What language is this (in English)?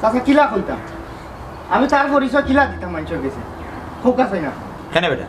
Sylheti